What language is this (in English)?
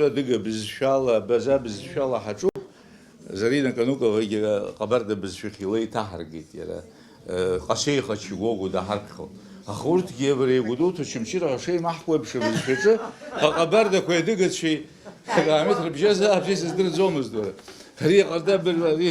Abkhazian